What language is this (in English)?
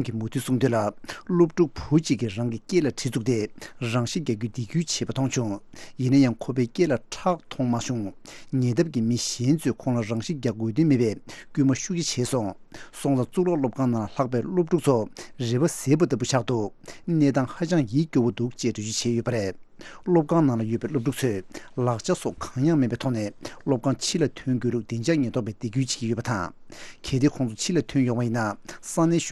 Tibetan